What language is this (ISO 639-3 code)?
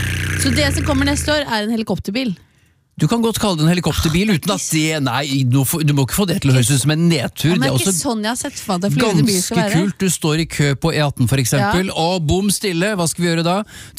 nor